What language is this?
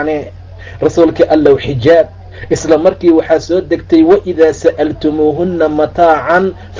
Somali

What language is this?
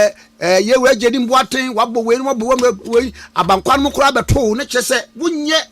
Akan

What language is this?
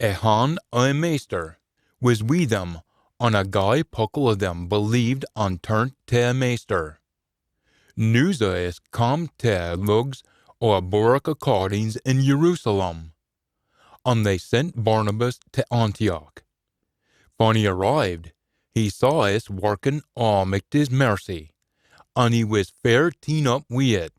Scots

